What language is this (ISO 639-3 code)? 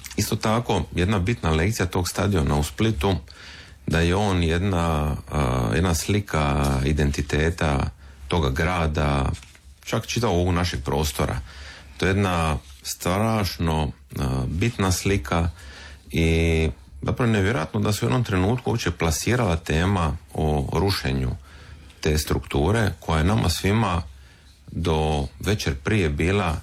hrv